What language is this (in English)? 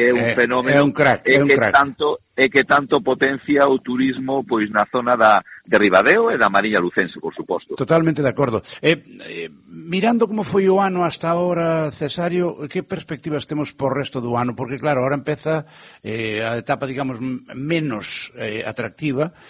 Galician